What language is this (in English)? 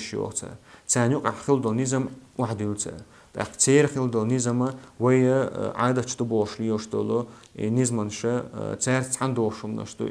Chechen